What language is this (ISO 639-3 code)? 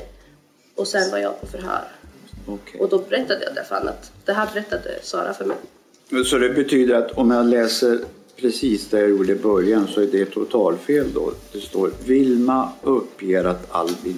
swe